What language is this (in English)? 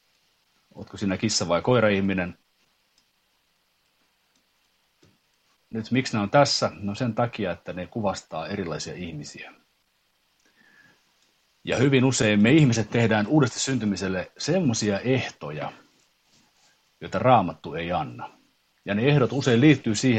Finnish